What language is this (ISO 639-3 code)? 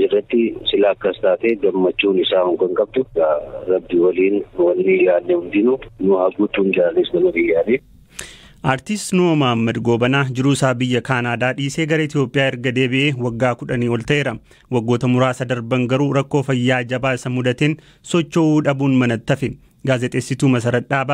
orm